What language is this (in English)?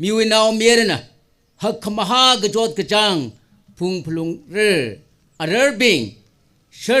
Tangkhul Naga (India)